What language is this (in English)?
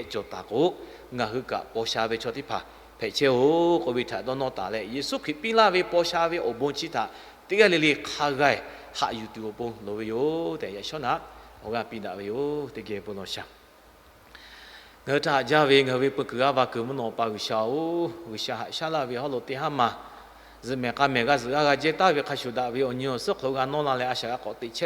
Lahu